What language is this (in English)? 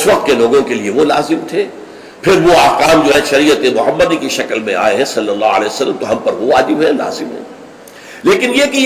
Urdu